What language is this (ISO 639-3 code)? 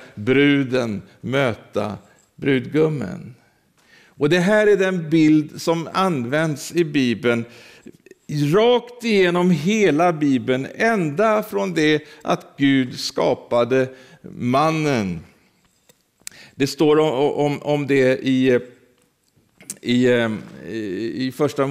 swe